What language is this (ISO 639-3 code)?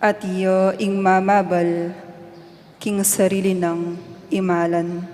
pam